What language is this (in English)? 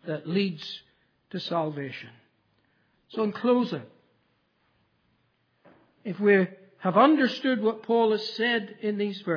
English